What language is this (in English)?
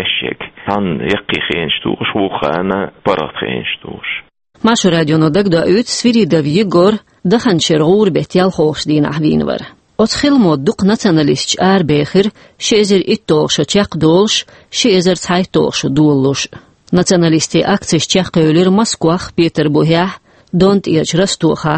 Chechen